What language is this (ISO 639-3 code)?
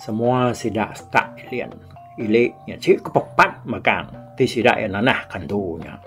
iba